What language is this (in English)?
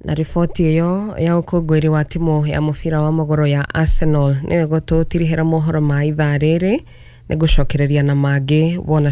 Kikuyu